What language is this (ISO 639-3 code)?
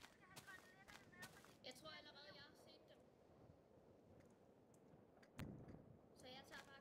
dan